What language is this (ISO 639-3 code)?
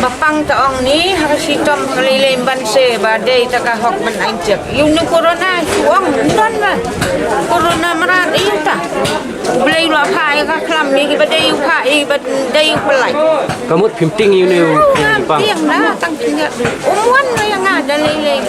kha